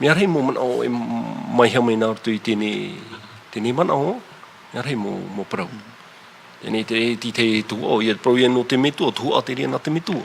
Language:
Tahitian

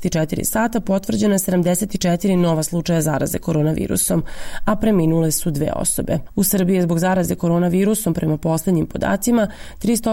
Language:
Serbian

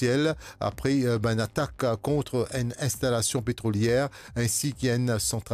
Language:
Morisyen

